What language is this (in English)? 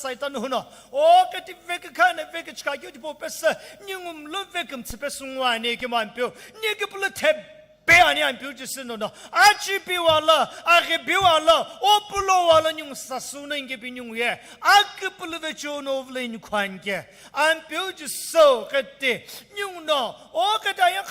Sumi Naga